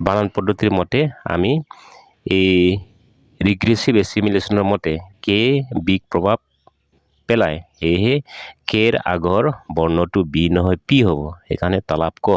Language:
Assamese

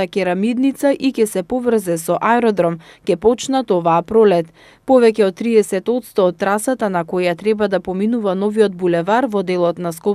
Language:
Macedonian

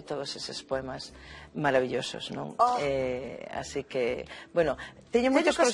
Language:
Galician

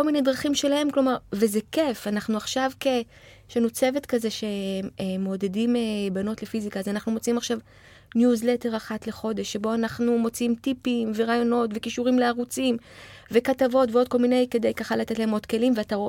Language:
Hebrew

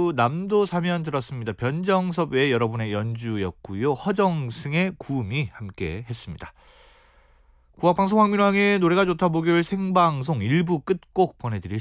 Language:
Korean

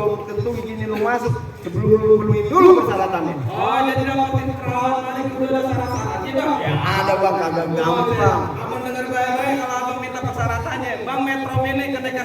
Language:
Betawi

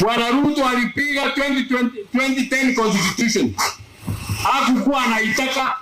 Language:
Gusii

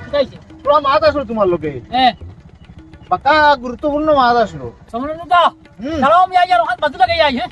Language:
Sylheti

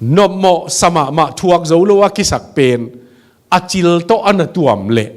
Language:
Tedim Chin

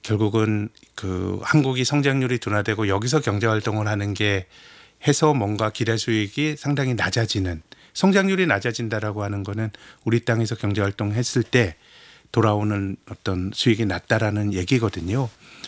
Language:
Korean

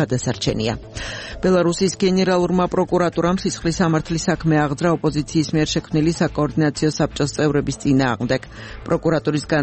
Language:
Georgian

